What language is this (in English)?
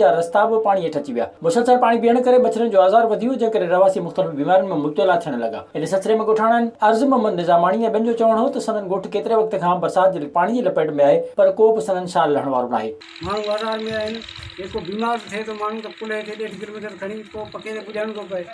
Sindhi